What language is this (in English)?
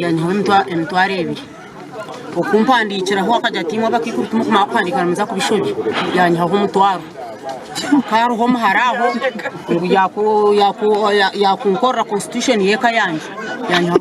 Nyankole